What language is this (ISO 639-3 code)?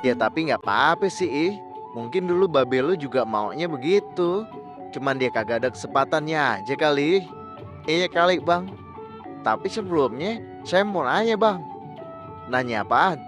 bew